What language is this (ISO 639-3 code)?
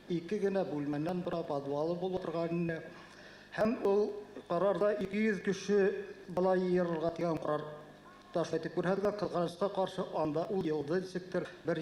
bak